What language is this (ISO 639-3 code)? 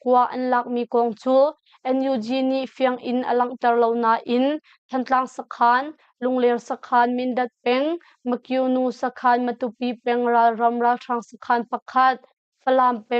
cnh